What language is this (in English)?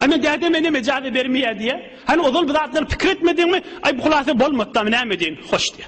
Turkmen